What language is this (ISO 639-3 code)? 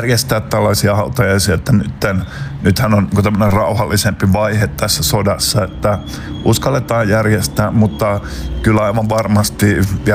fin